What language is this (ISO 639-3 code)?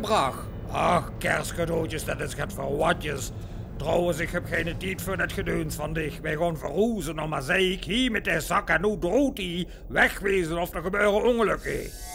lim